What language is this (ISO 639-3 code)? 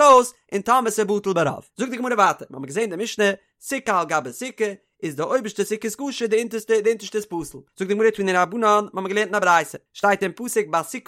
yid